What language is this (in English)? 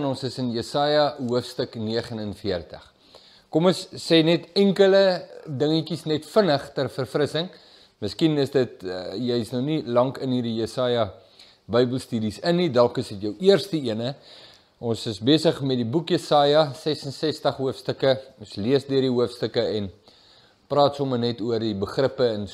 Afrikaans